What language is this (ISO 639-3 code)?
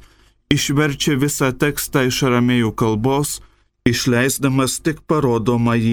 lit